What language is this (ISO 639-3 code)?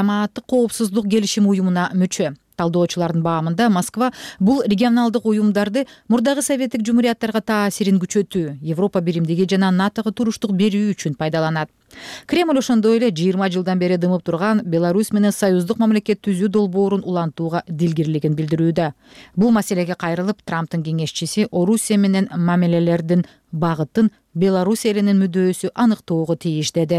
kir